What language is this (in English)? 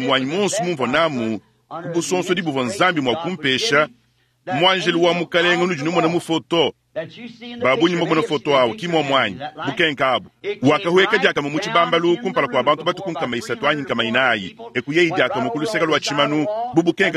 Luba-Lulua